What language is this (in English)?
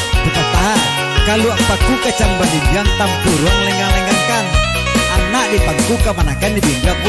Minangkabau